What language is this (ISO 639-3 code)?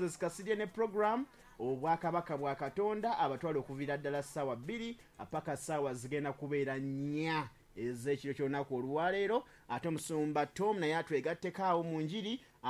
lug